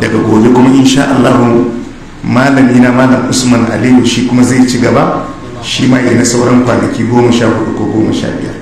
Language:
Hausa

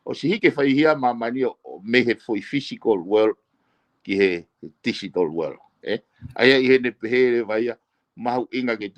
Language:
Tongan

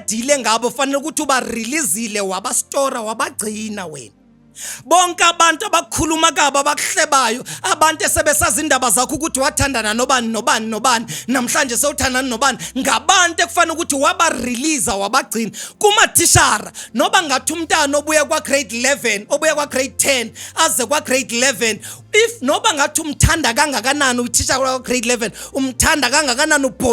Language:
Zulu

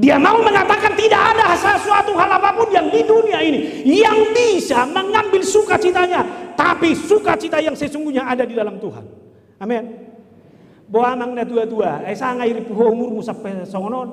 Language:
Batak Toba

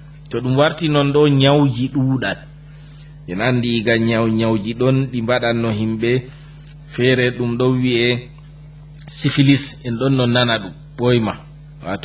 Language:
Fula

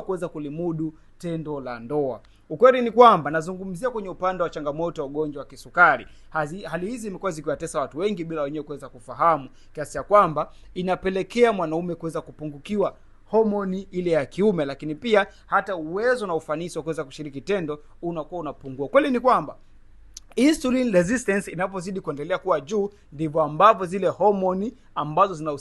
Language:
Swahili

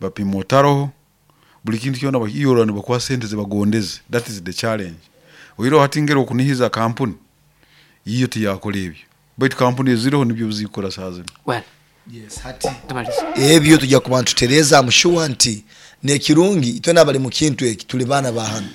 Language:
Nyoro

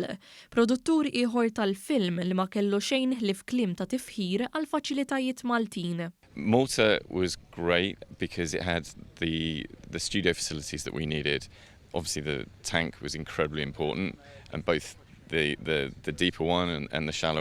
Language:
Maltese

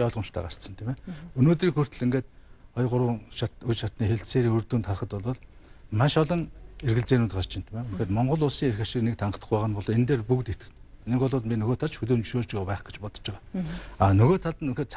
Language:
Mongolian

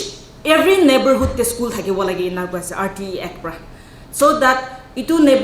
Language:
Naga Pidgin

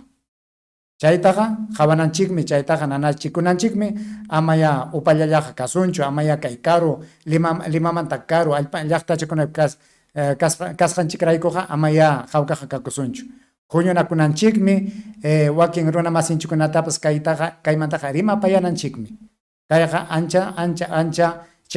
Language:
Ayacucho Quechua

